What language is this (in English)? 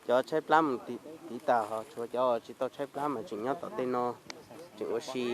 Hmong